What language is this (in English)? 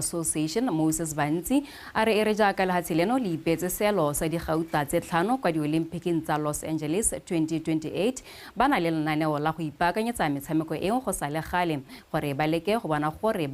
Tswana